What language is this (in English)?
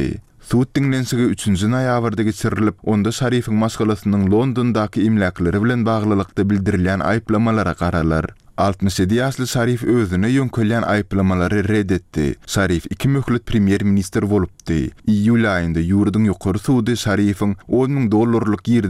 Turkmen